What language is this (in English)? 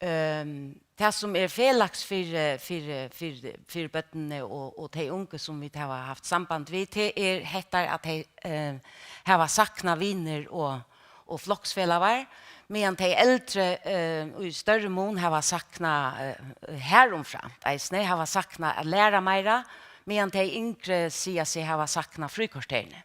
Faroese